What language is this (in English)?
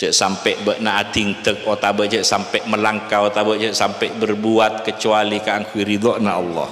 Madurese